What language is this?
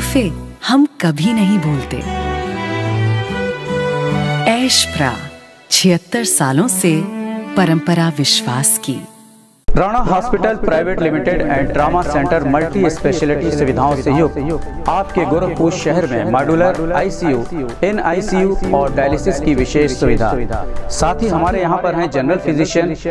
Hindi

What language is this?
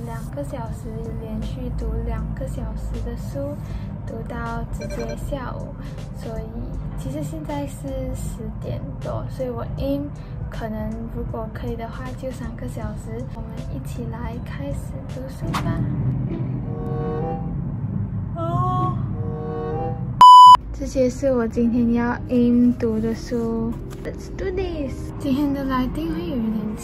Chinese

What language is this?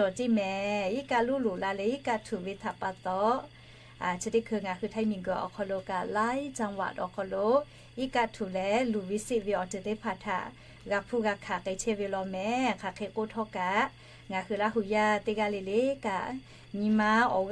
Lahu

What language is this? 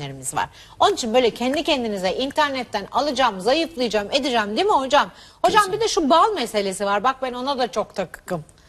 Turkish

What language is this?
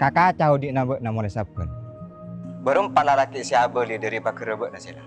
Madurese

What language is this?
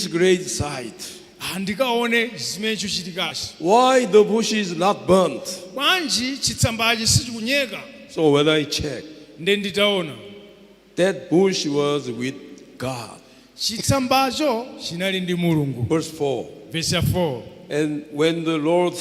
Nyanja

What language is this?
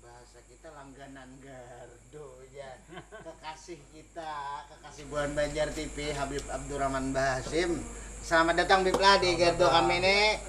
Banjar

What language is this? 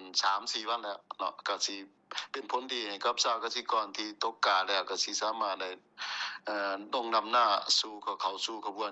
Lao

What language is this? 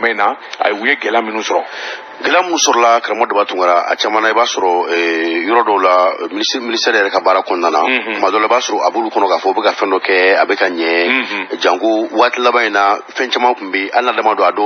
Bambara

